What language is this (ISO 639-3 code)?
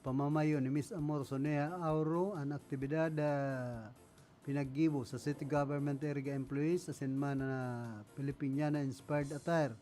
bik